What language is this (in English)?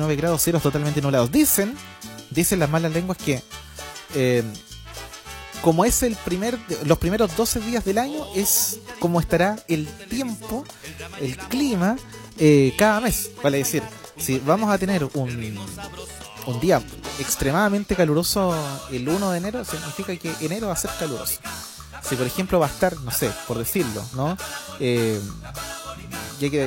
Spanish